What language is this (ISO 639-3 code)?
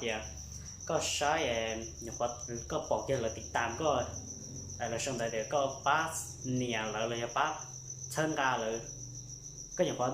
hmn